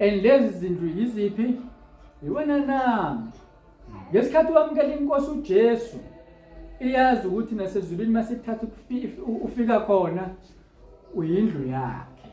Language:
Zulu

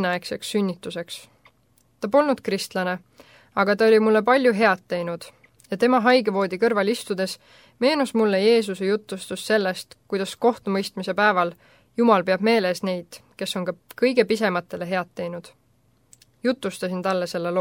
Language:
Estonian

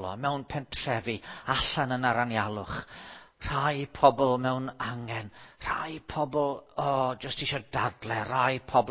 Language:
Welsh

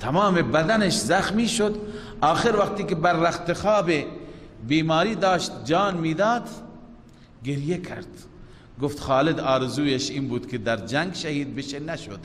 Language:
Persian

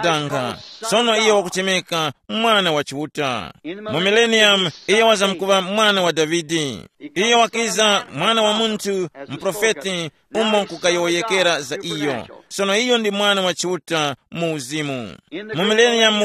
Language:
Tumbuka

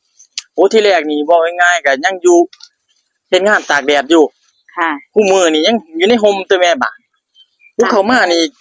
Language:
Northeastern Thai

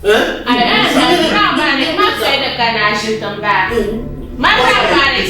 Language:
Dagbani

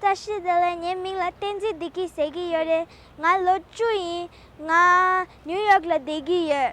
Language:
Tibetan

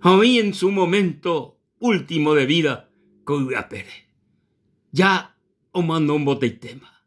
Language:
Guarani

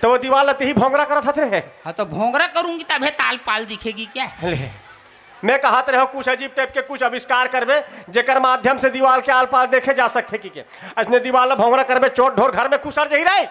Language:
Chhattisgarhi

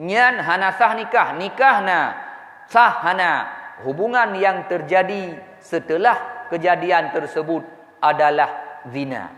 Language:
Achinese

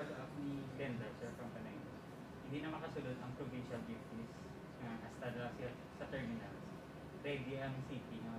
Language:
Hiligaynon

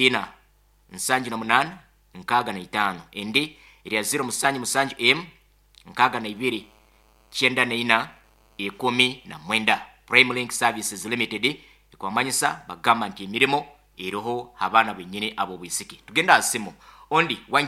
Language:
Nyoro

